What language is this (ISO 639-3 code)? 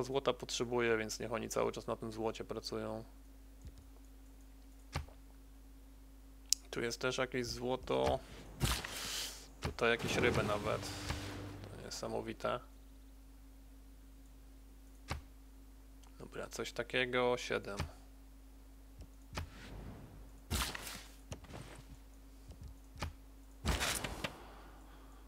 pol